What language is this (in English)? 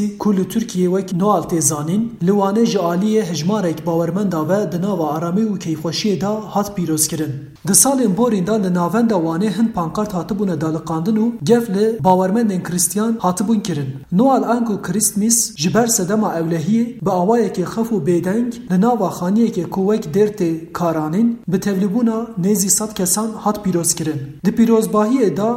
Kurdish